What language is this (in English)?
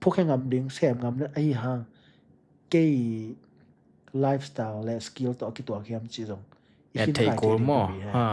Tedim Chin